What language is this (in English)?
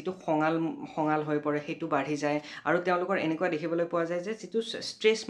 Assamese